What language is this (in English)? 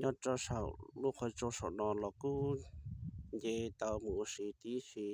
Hmong